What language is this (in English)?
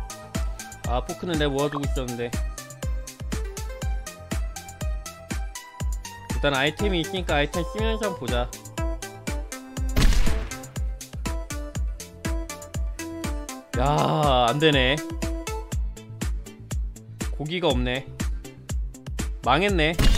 Korean